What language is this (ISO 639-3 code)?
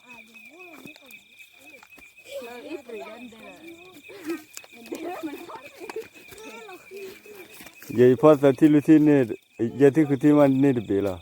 ksw